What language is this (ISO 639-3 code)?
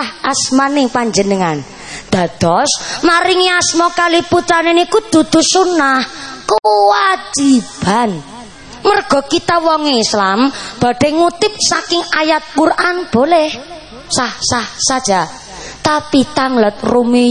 jav